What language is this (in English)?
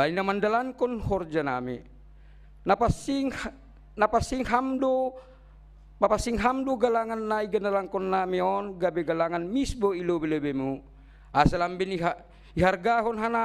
Batak Simalungun